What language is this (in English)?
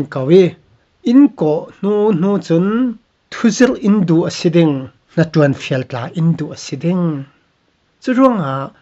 Falam Chin